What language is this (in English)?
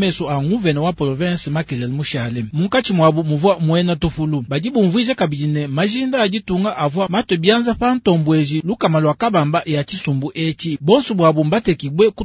Luba-Lulua